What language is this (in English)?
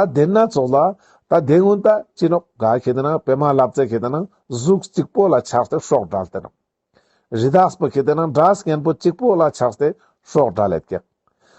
Ladakhi